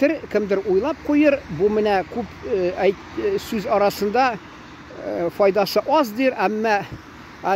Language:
Tatar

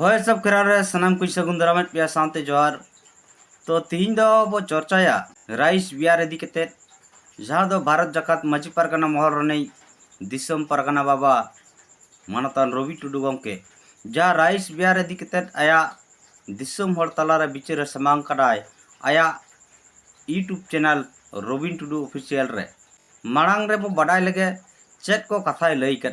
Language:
Santali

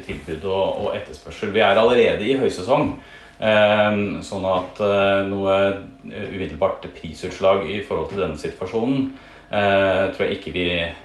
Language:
Norwegian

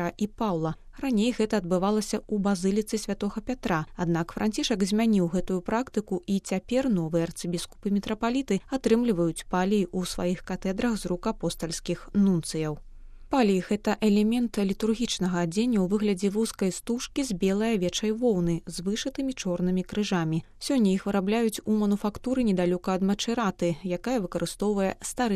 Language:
Belarusian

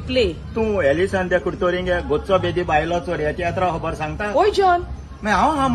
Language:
Konkani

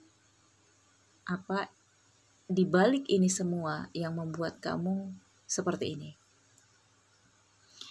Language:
Indonesian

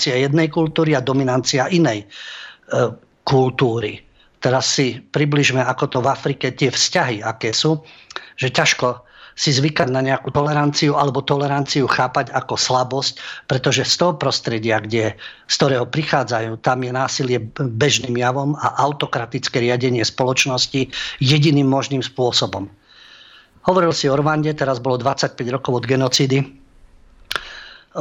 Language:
Slovak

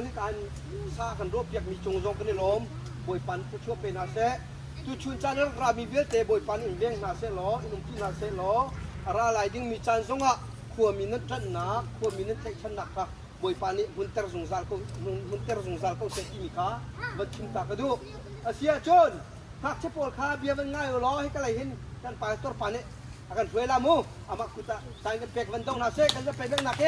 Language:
Hakha Chin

